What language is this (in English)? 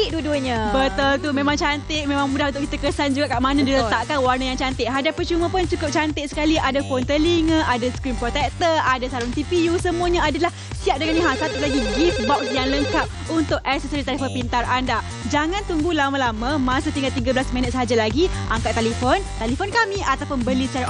Malay